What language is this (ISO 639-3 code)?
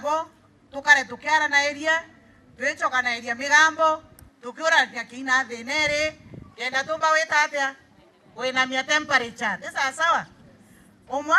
mer